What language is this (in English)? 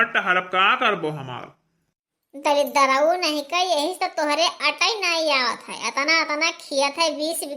Awadhi